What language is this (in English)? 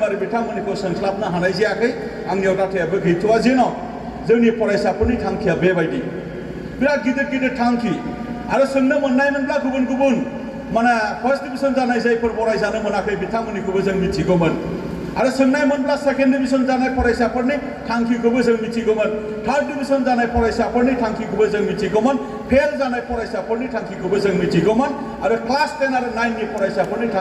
Bodo